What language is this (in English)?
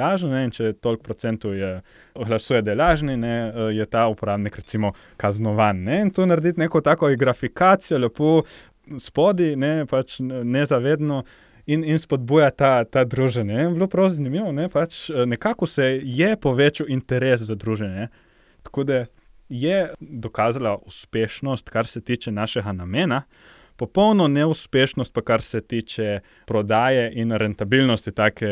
Slovenian